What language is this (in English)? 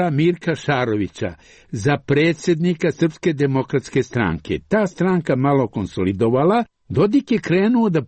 Serbian